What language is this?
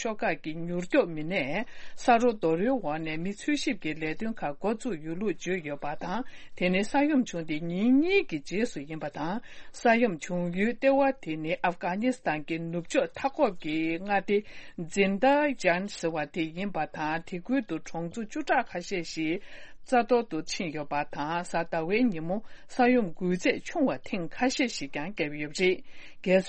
Tibetan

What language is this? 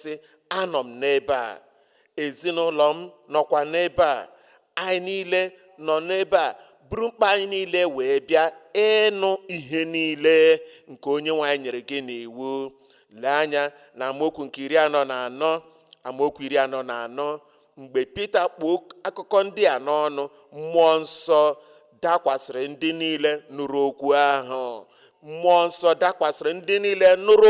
Igbo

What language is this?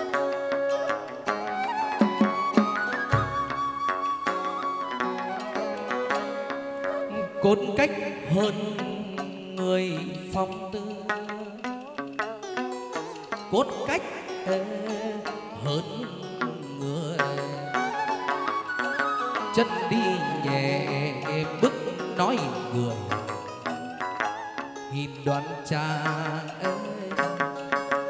Vietnamese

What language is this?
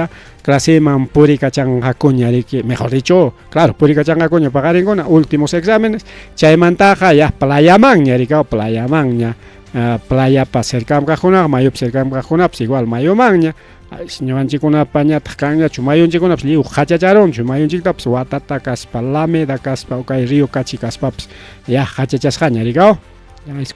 Ayacucho Quechua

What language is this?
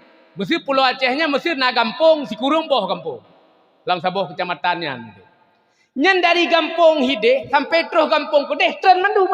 Achinese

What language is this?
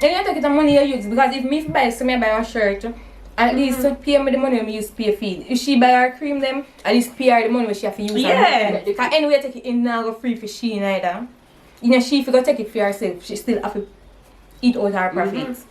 Jamaican Creole English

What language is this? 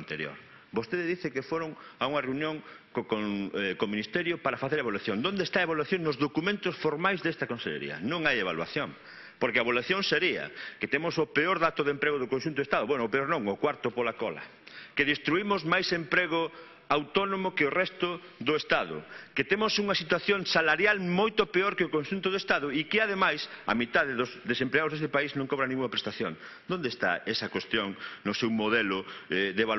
Galician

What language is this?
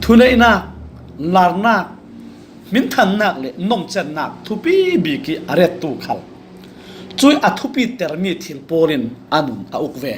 Falam Chin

